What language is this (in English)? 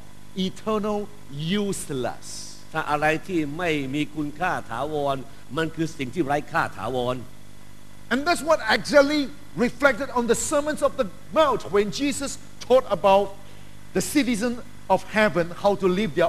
Thai